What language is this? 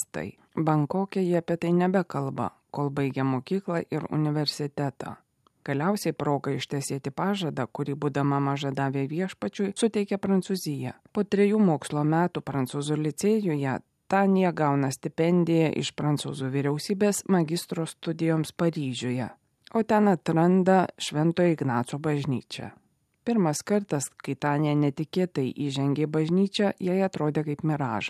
Lithuanian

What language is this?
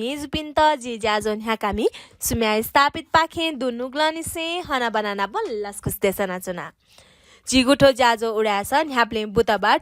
Newari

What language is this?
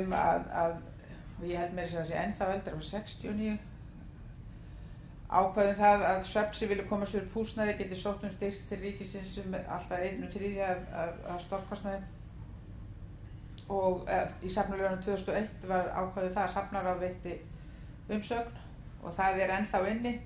Icelandic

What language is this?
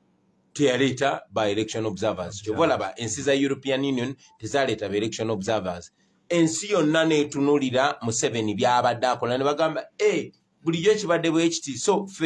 Ganda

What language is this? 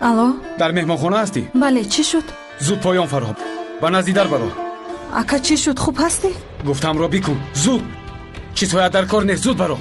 Tajik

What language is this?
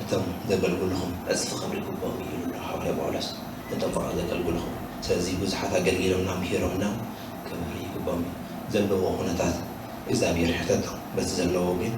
Tigrinya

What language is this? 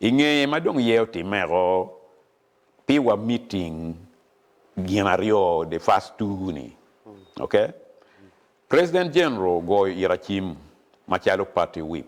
Acoli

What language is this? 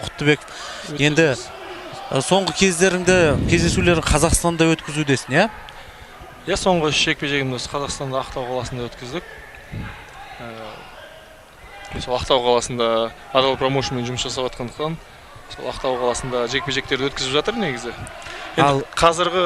Kazakh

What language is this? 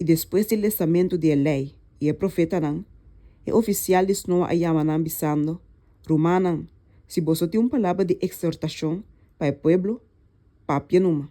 Papiamento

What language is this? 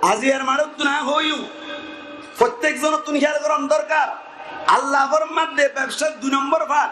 Rohingya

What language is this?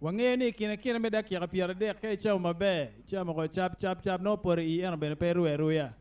Acoli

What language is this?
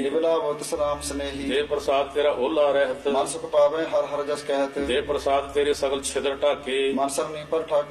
Punjabi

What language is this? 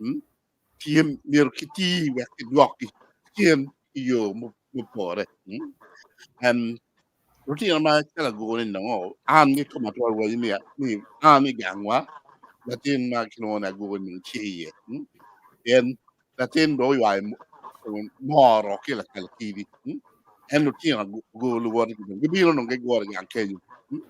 Acoli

